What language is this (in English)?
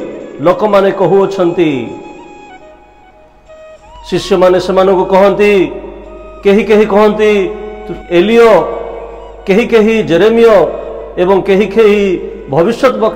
Odia